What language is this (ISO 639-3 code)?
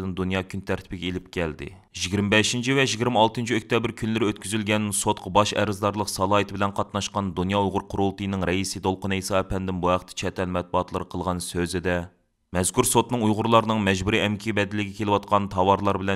uig